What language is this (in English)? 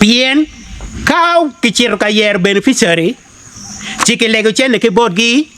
Acoli